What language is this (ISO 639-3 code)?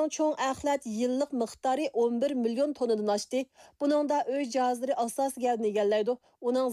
uig